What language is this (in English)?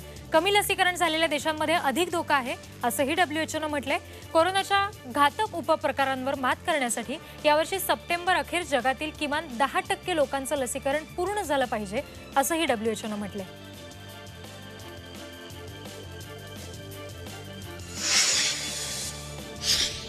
Marathi